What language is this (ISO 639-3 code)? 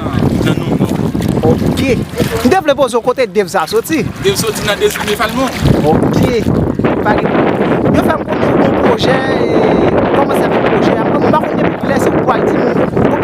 hat